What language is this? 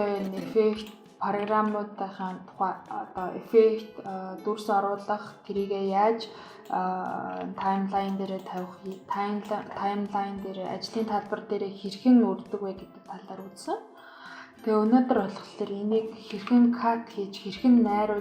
Mongolian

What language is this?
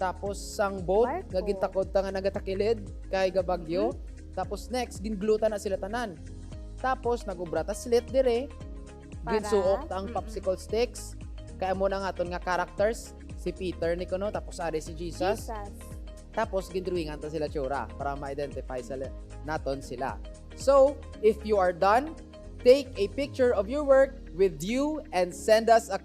Hiligaynon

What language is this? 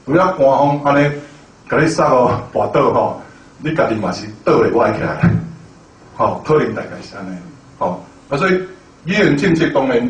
Min Nan Chinese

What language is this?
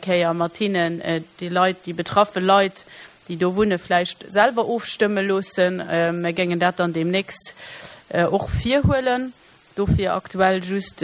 Luxembourgish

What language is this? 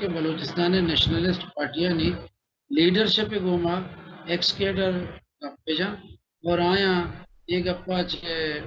Baluchi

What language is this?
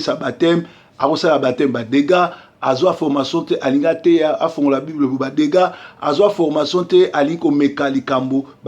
Lingala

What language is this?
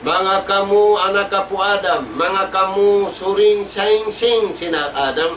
Tausug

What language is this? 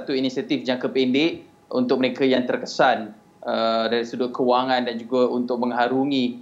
Malay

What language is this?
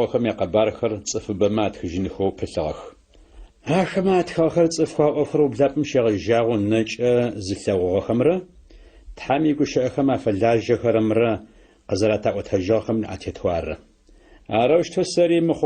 Adyghe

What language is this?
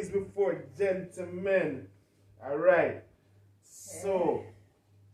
Jamaican Creole English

